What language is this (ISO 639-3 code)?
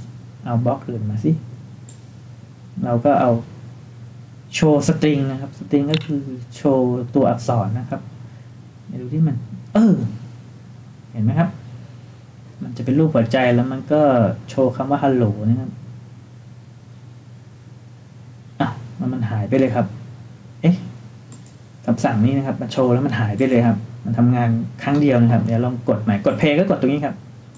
tha